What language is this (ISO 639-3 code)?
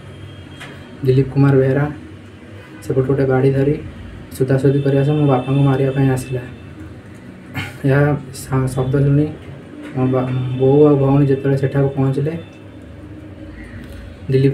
ori